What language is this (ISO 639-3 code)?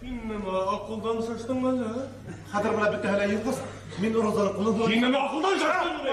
bak